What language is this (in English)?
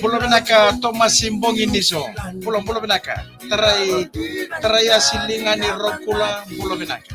Fijian